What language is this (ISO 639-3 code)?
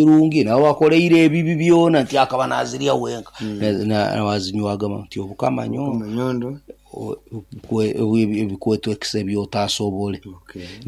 nyo